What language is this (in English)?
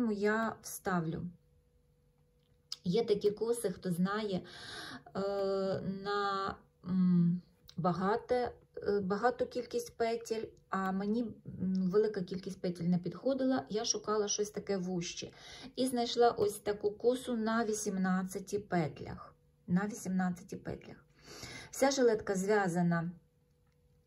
Ukrainian